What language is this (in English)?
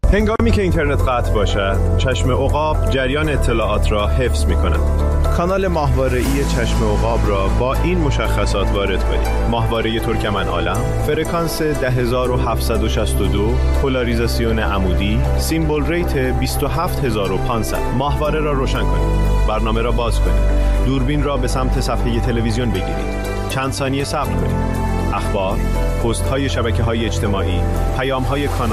Persian